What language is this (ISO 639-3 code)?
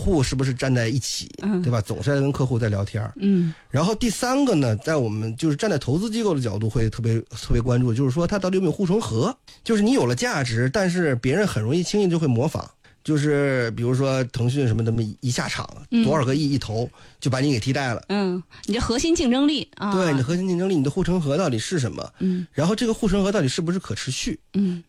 zho